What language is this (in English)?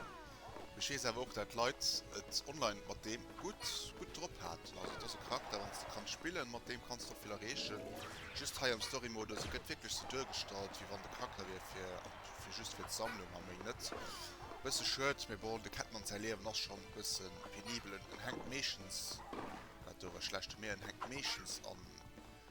Luxembourgish